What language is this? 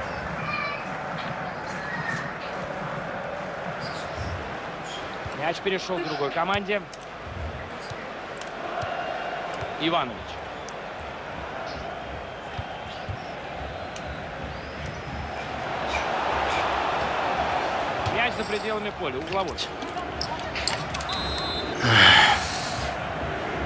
Russian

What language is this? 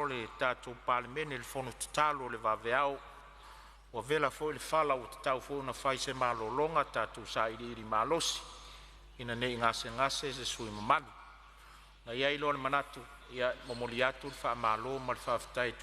Samoan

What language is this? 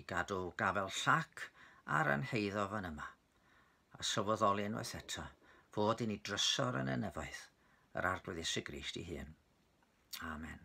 Welsh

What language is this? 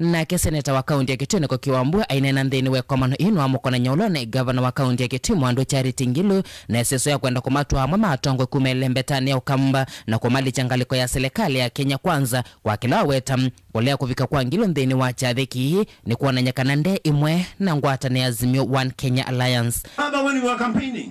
Kamba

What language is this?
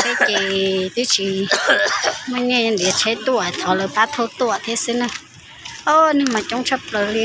Hmong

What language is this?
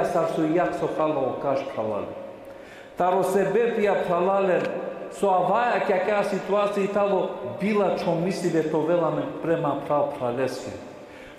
Balkan Romani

